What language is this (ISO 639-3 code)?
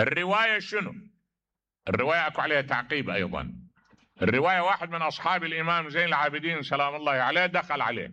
acm